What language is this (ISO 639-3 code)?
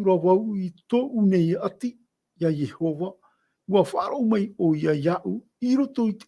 tah